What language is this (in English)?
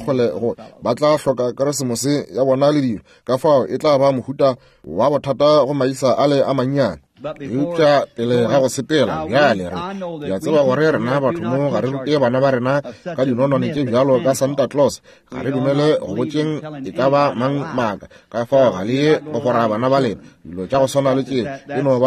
Northern Sotho